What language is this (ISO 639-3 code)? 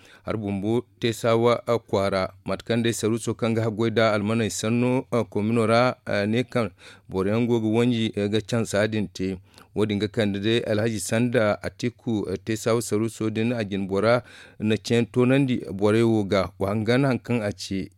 dje